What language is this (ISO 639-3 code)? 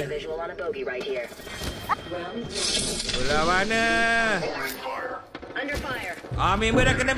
msa